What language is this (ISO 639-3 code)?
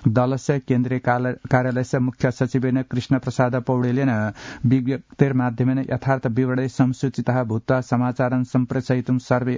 san